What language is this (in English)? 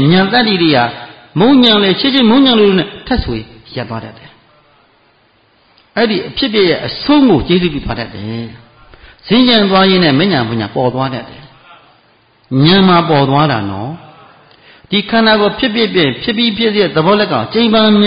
Burmese